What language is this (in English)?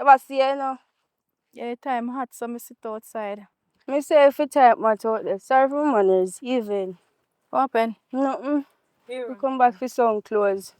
Jamaican Creole English